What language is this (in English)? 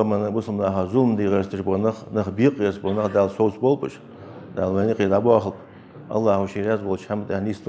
Ingush